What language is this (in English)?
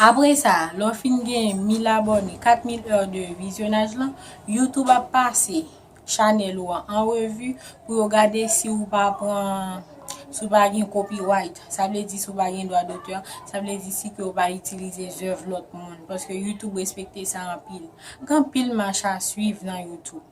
Haitian Creole